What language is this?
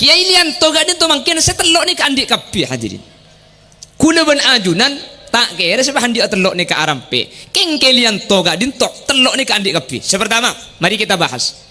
Madurese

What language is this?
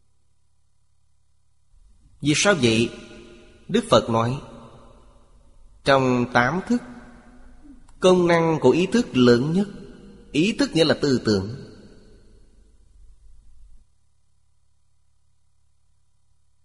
Vietnamese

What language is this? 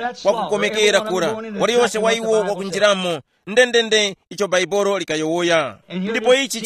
Tumbuka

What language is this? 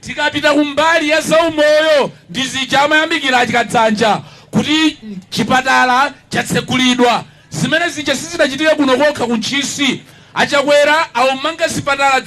Nyanja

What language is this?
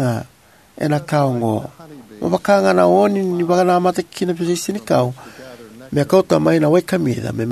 Fijian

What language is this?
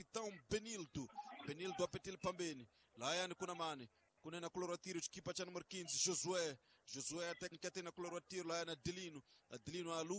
Tsonga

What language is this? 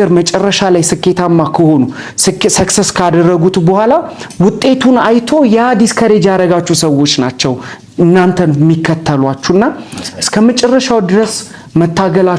Amharic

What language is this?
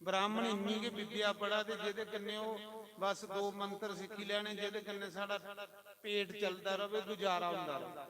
Dogri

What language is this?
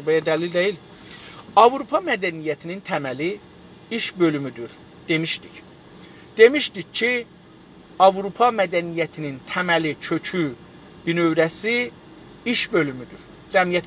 South Azerbaijani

